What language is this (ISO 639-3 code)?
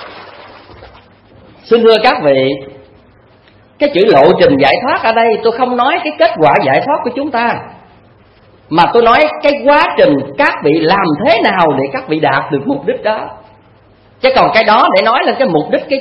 vie